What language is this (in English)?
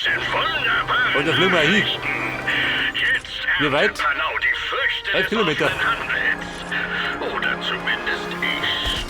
Bavarian